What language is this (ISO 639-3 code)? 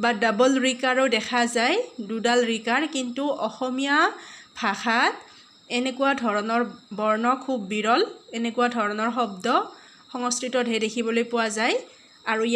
asm